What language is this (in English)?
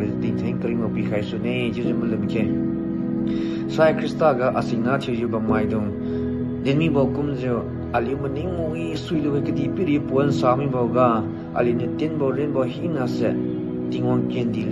Liangmai Naga